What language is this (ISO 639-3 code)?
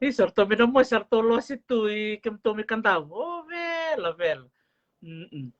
fij